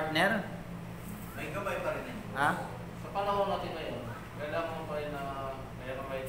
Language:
Filipino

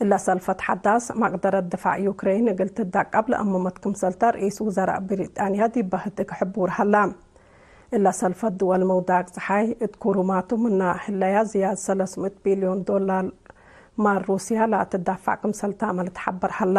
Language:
Tigre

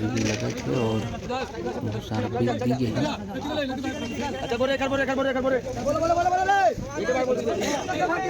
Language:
Chhattisgarhi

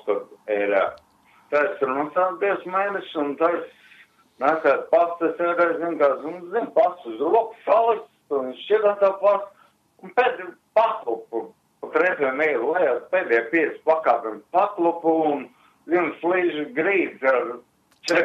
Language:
Latvian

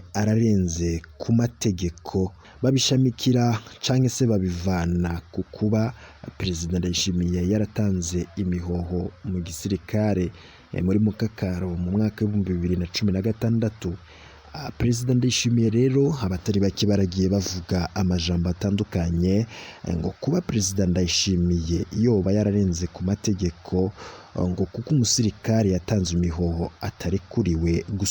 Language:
Rundi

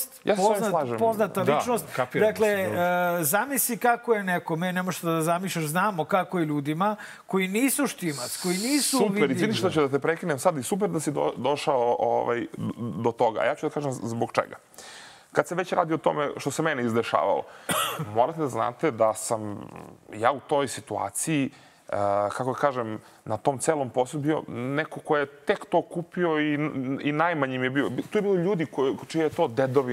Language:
Serbian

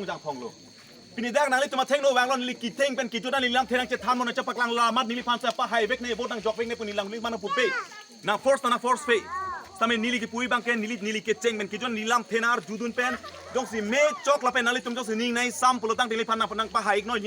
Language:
Karbi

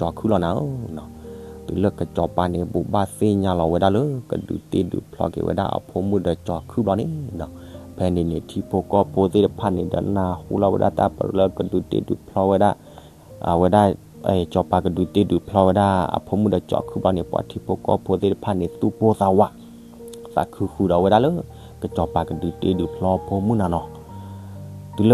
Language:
S'gaw Karen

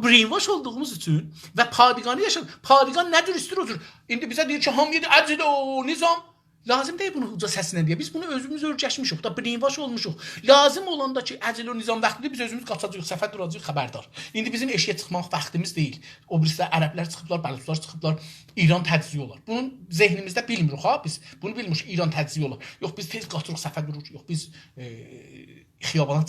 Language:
South Azerbaijani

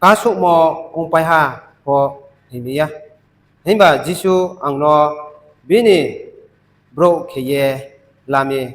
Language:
Riang (India)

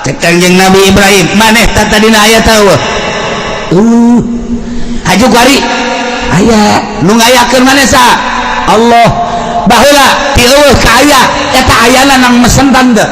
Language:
Sundanese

